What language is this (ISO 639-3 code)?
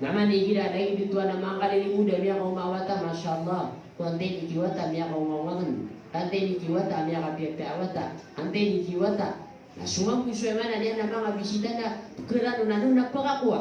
mrw